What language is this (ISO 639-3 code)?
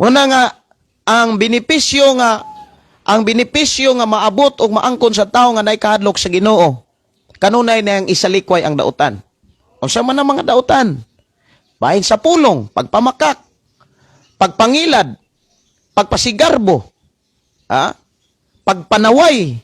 ceb